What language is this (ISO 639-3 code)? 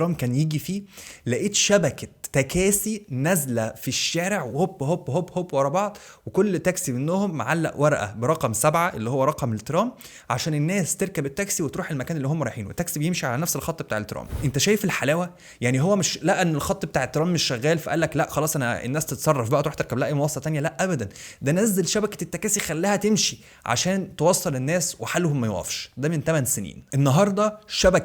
arz